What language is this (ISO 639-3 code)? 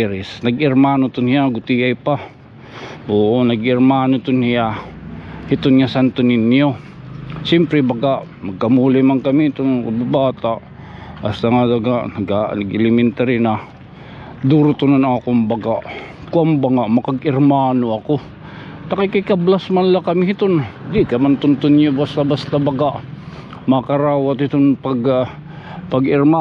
war